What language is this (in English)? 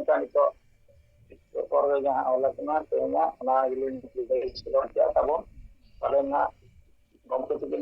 Santali